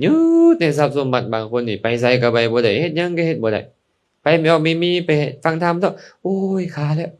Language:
Lao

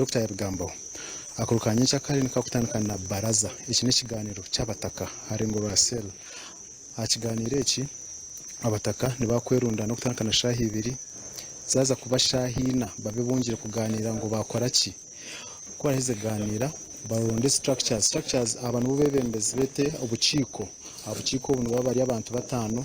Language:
Nyankole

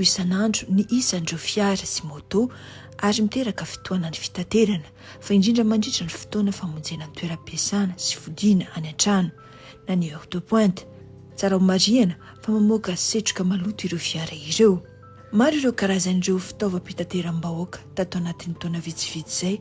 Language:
Malagasy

